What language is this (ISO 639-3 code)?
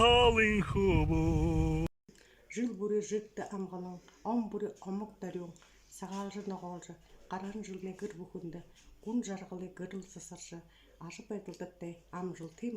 bua